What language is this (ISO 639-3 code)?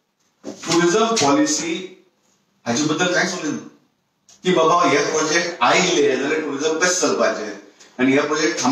kok